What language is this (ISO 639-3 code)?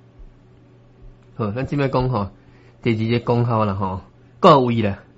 nan